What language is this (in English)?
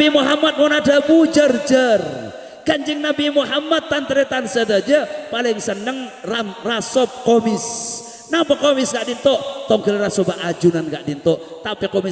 Madurese